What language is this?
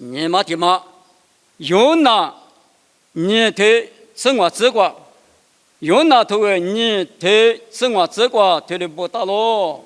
Lisu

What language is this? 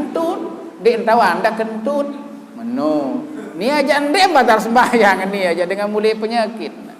Sasak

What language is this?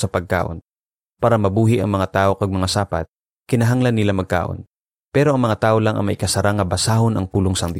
Hiligaynon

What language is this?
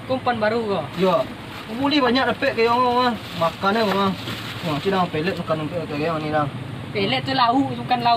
Minangkabau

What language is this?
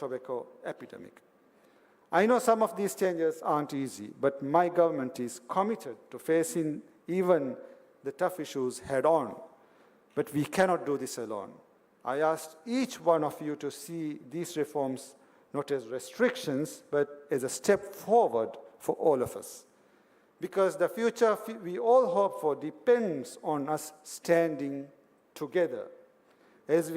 Divehi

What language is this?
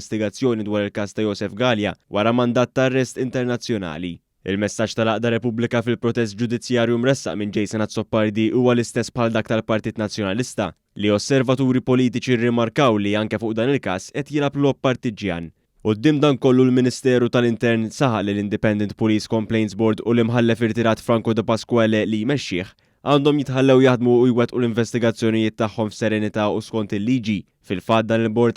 Maltese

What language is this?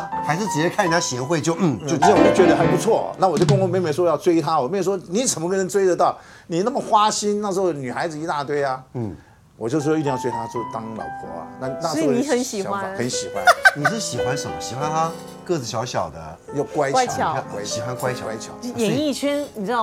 Chinese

